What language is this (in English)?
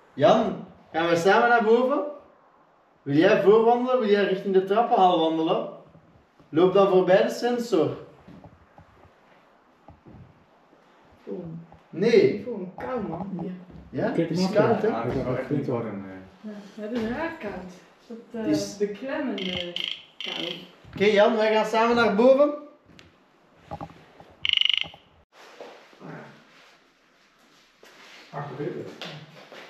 Dutch